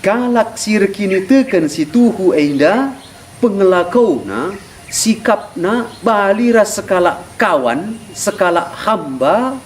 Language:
Batak Karo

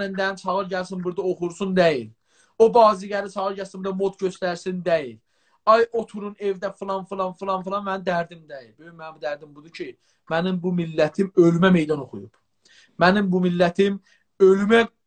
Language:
South Azerbaijani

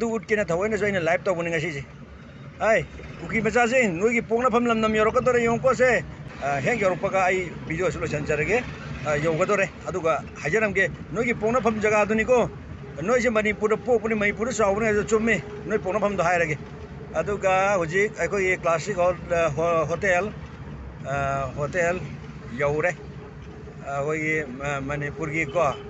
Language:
Manipuri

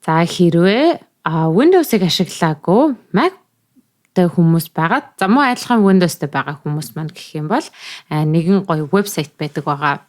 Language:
Mongolian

